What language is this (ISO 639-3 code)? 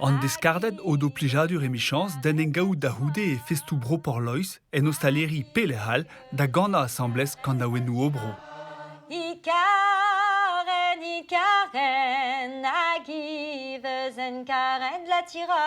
bre